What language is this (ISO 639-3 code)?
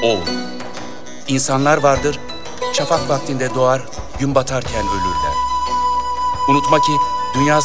tur